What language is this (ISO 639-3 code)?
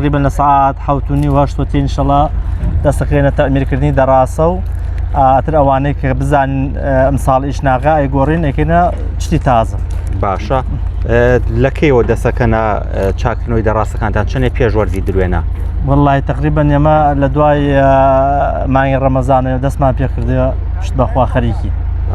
ckb